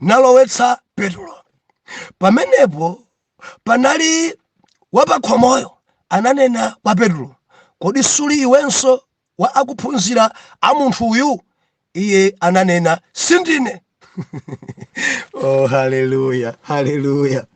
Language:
Nyanja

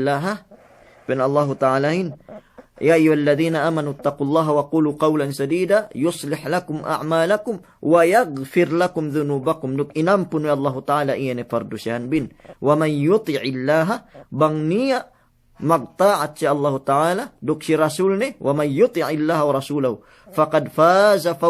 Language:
Yakan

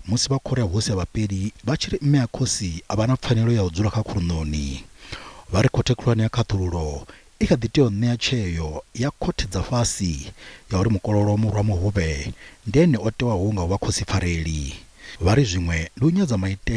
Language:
Venda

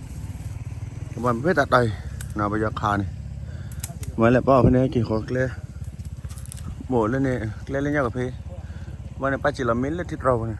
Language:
S'gaw Karen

